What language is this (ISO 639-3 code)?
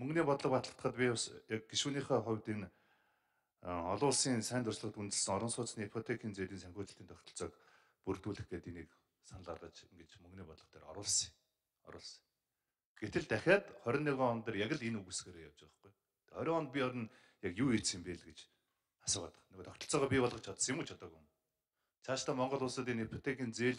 mon